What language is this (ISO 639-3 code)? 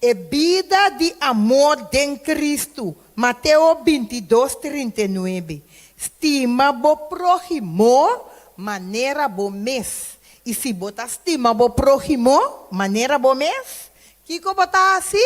pap